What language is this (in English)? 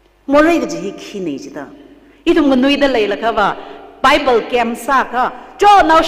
Tangkhul Naga (India)